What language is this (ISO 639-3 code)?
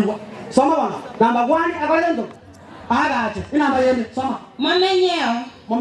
guz